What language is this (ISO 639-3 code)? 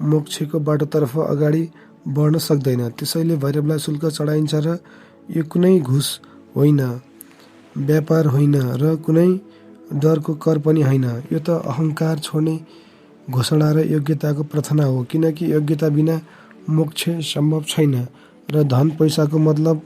nep